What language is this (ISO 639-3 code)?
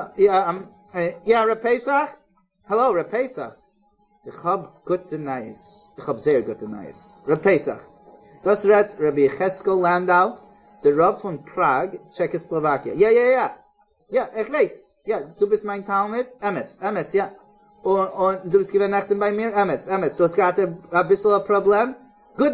yid